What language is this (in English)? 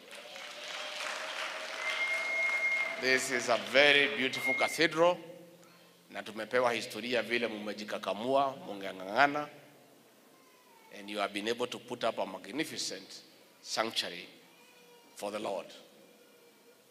Swahili